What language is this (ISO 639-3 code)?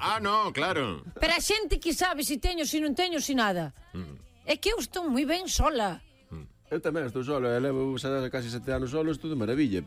glg